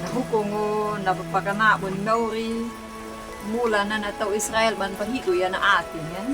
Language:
Anakalangu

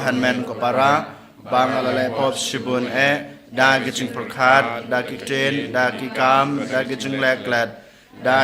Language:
Khasi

